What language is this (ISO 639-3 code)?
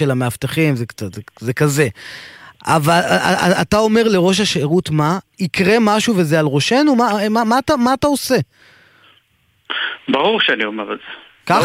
heb